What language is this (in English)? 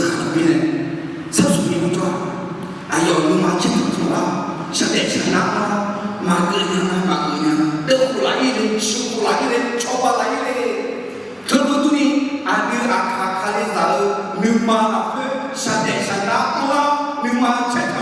Akha